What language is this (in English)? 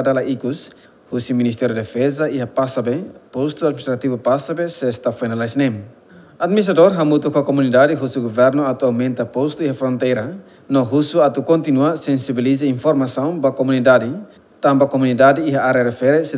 Tetum